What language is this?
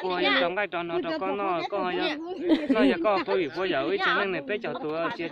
Hmong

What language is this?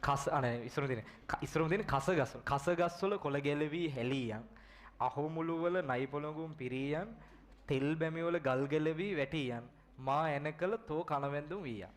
Sinhala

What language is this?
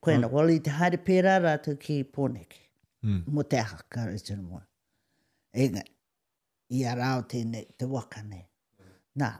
Māori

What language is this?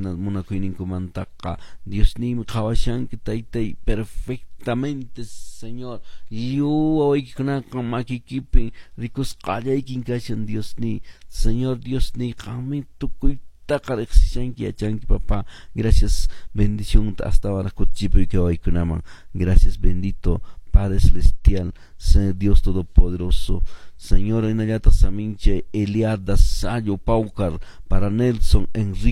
Quechua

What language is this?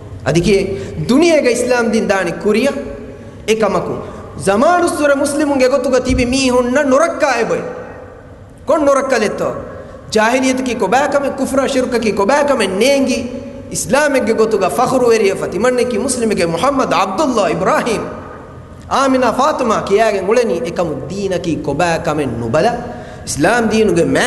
Divehi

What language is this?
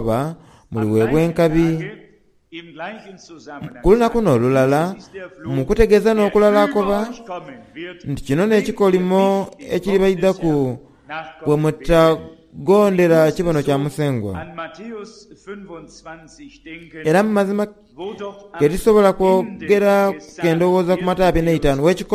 Soga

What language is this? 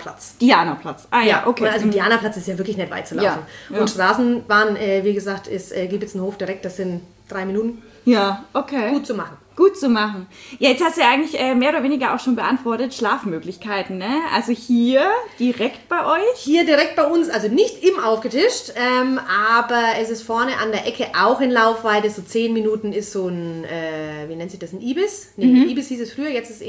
German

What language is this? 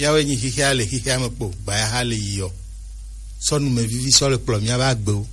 Gen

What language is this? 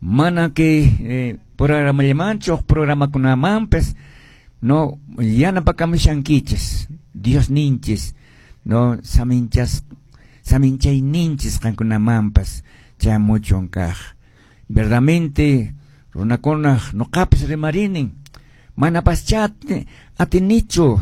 Quechua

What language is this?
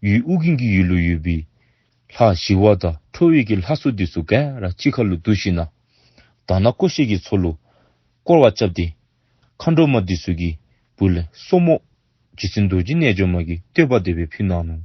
Dzongkha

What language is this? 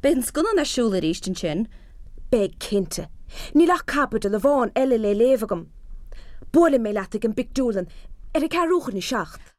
Irish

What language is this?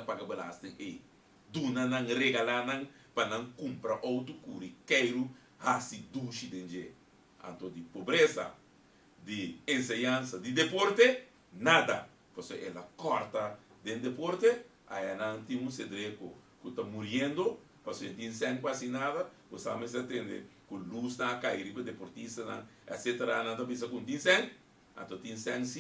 Papiamento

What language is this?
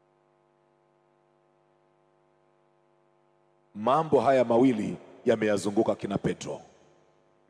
Swahili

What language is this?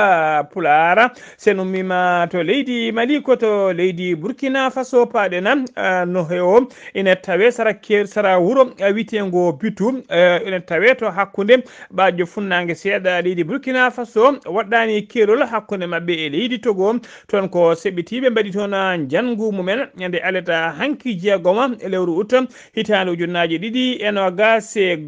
Fula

